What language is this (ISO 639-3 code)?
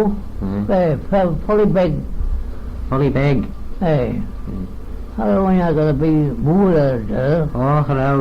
glv